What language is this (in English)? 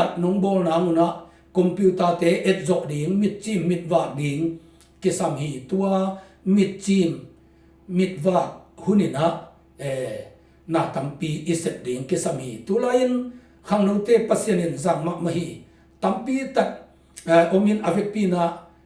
Tedim Chin